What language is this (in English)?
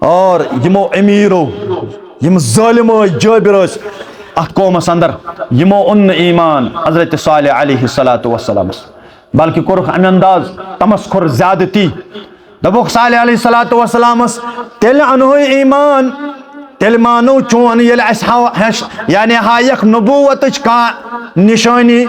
Kashmiri